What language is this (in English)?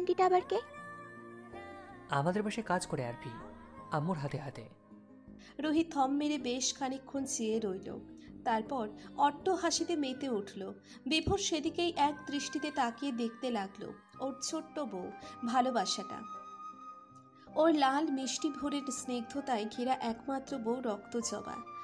Bangla